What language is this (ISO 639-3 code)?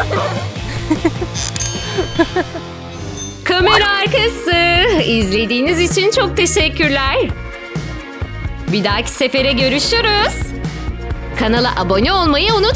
tur